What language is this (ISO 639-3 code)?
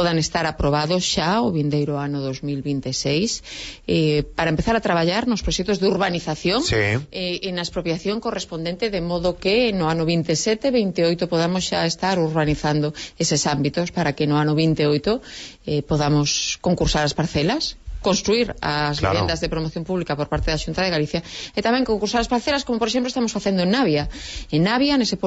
glg